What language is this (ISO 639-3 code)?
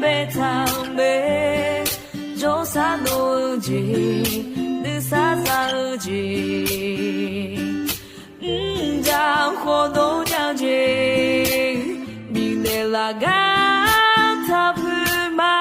ahk